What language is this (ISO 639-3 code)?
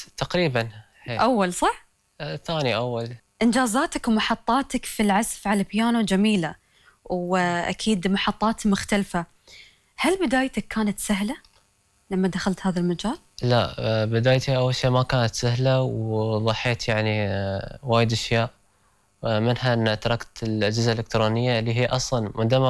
afb